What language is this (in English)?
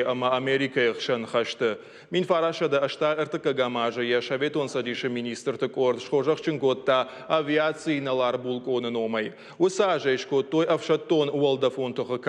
Ossetic